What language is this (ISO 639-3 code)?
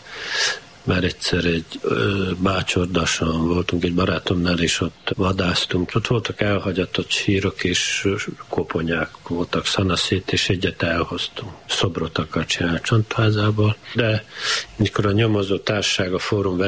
hun